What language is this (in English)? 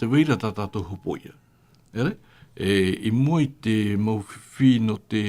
Tahitian